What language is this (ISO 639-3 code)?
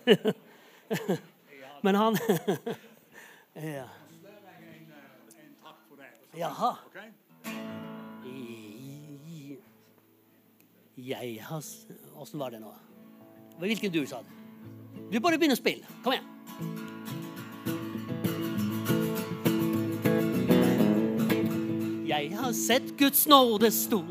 nor